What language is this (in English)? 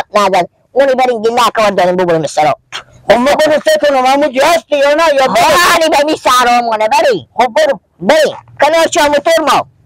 Persian